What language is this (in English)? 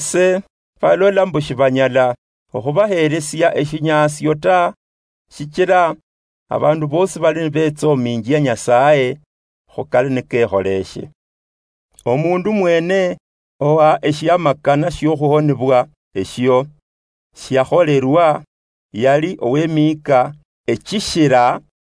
Luyia